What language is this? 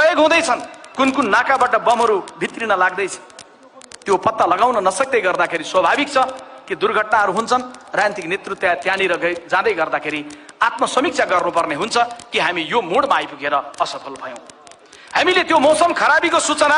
Nepali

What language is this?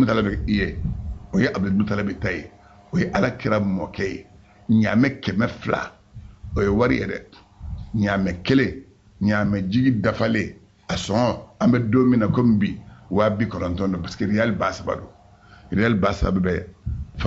Bambara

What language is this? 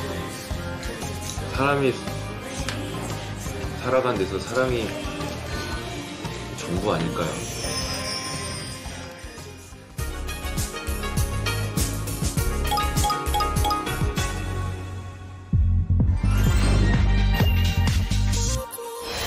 Korean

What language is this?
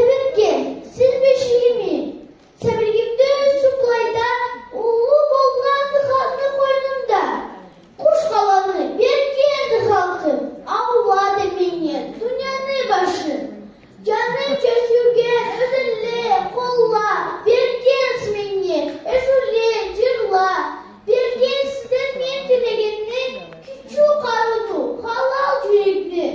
Karachay-Balkar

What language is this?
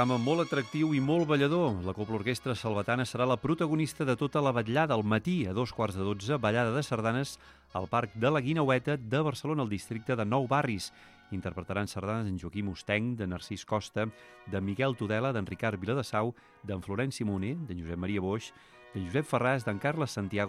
Catalan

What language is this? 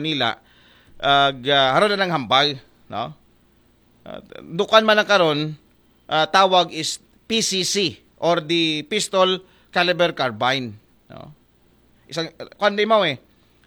Aklanon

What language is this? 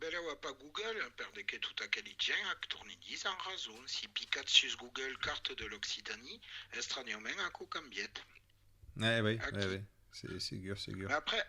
Occitan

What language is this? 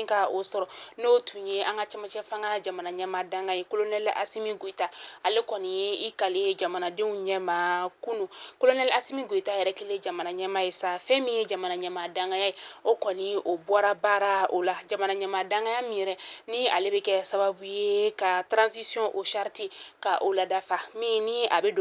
Bambara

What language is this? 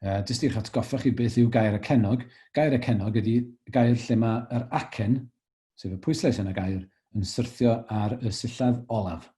Welsh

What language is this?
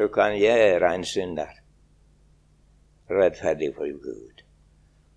Norwegian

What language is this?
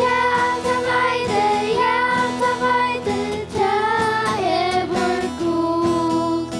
Faroese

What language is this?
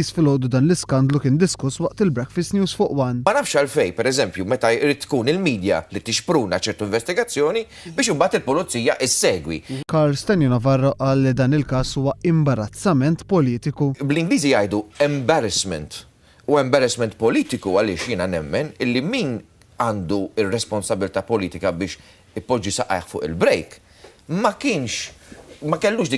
Maltese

